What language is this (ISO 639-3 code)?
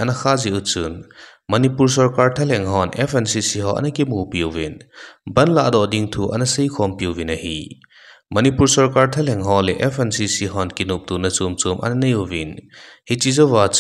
tcz